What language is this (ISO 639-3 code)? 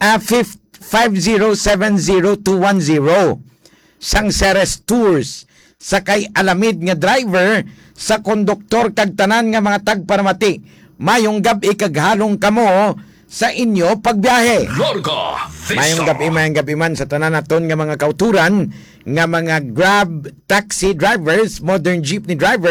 hil